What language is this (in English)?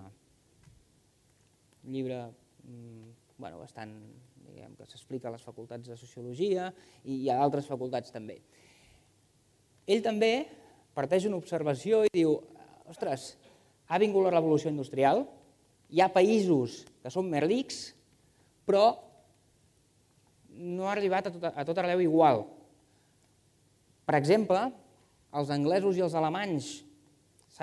Catalan